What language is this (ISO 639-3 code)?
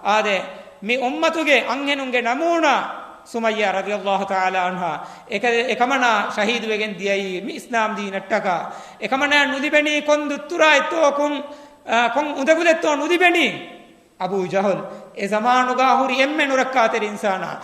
div